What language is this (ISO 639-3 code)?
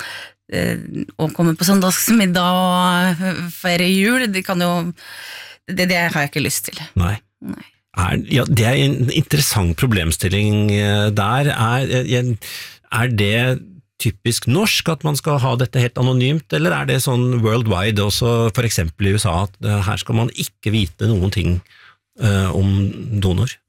nor